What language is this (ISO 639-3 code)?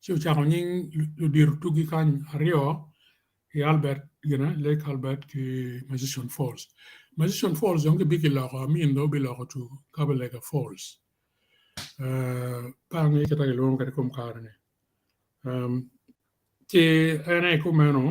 ach